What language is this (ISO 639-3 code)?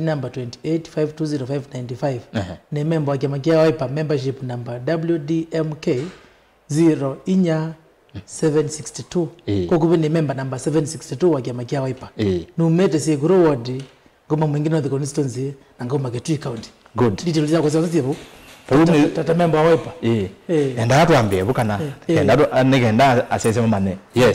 kam